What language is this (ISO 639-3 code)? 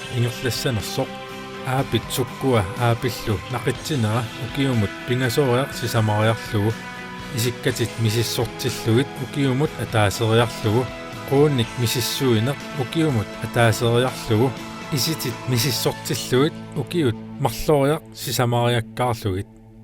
kal